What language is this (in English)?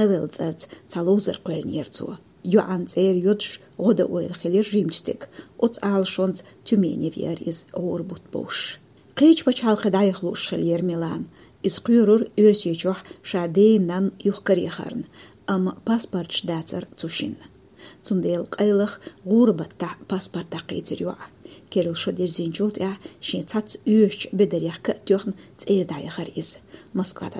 Chechen